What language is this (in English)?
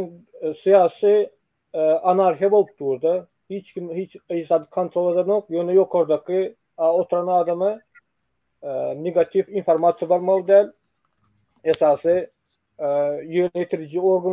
Turkmen